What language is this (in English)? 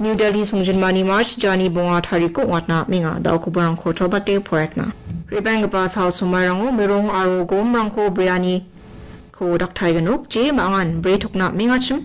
Garo